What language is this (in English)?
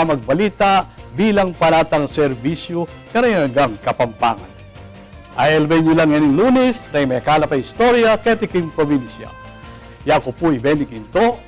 Pampanga